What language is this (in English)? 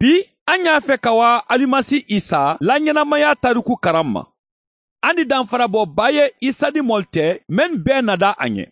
Mandingo